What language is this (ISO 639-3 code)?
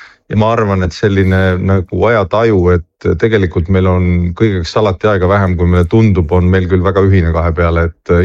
est